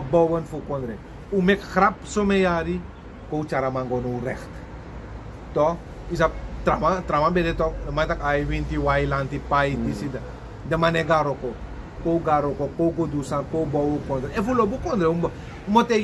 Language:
Sranan Tongo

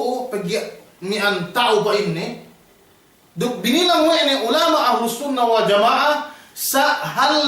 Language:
Yakan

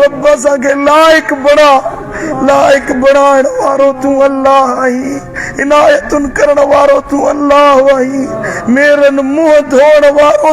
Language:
Sindhi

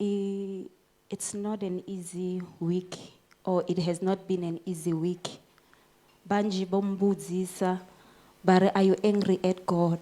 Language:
Venda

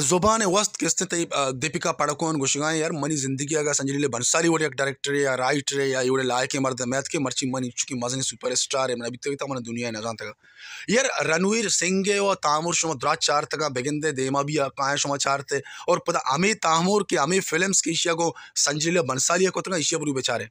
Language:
Baluchi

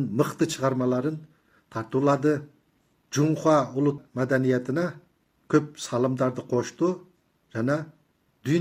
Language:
Kazakh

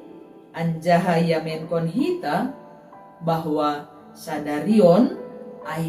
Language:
Batak Simalungun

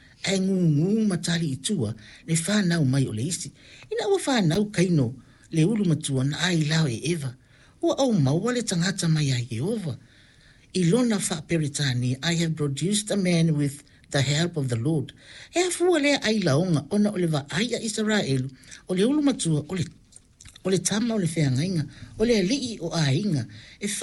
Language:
Samoan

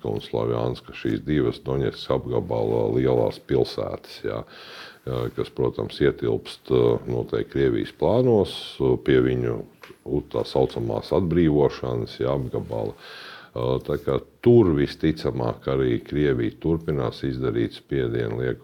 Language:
Latvian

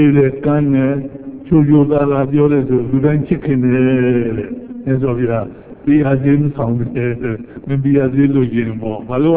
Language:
Burmese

